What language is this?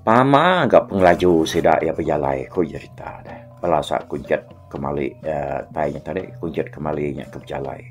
Iban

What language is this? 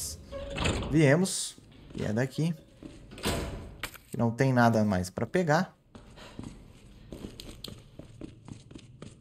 Portuguese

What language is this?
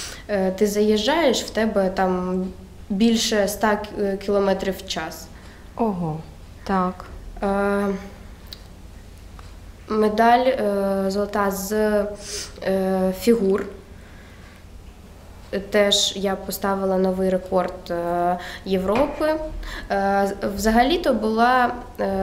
Ukrainian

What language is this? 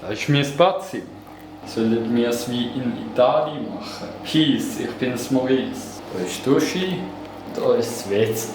Swiss German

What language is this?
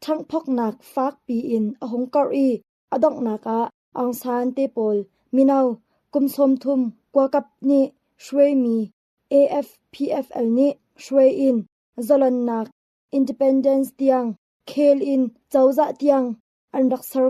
Hakha Chin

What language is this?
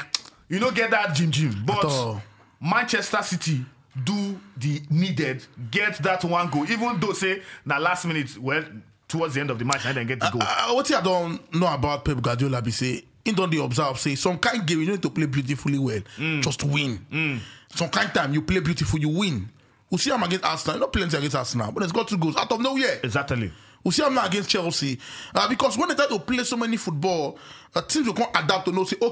Nigerian Pidgin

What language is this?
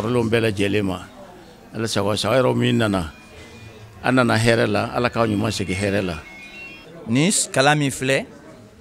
Bambara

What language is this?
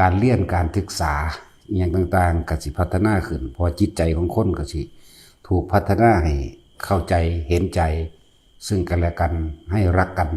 Northeastern Thai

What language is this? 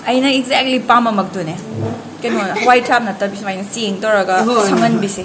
Manipuri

